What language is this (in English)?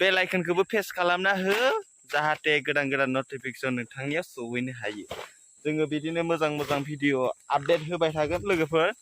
Bodo